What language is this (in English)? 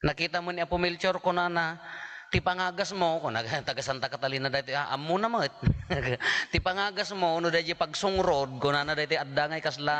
Iloko